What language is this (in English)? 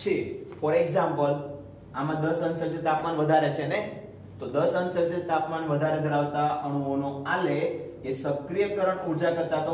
Gujarati